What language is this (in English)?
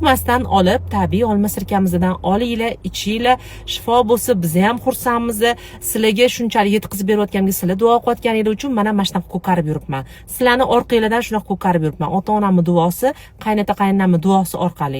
Uzbek